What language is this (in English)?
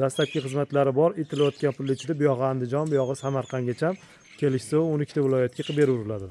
Uzbek